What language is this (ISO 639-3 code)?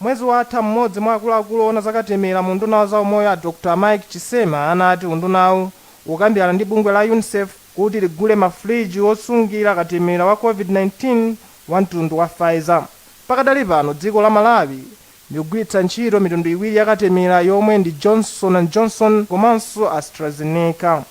nya